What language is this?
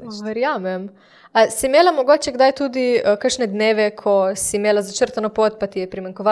Slovenian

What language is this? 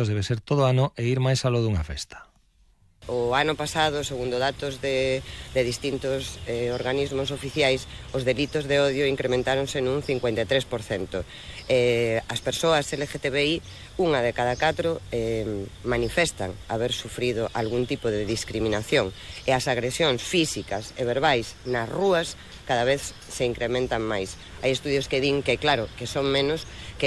Galician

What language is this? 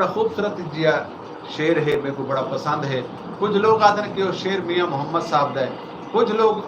Saraiki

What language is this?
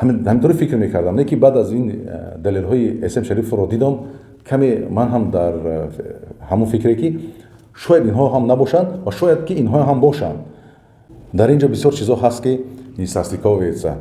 Tajik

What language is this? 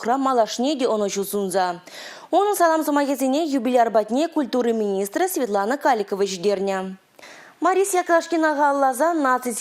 Chuvash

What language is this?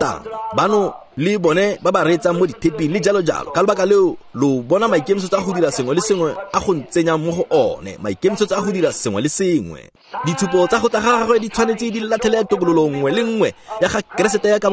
Tswana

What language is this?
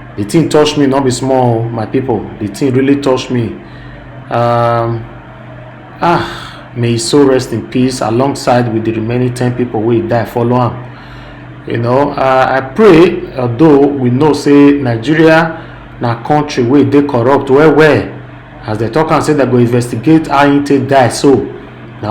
Nigerian Pidgin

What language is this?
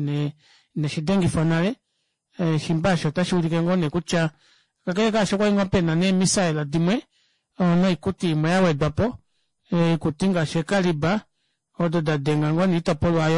Kuanyama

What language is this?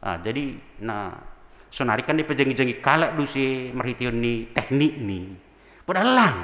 Batak Simalungun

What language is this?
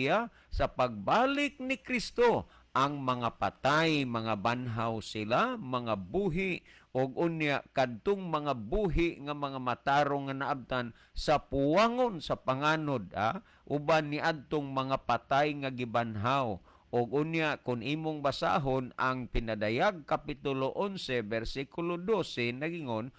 Cebuano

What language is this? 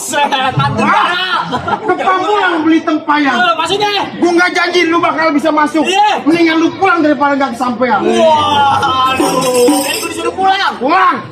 Betawi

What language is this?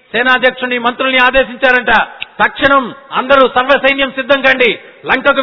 Telugu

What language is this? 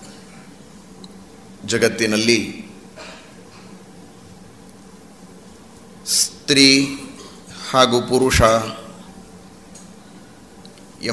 Kannada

